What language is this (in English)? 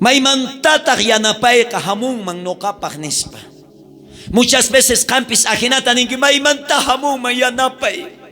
South Bolivian Quechua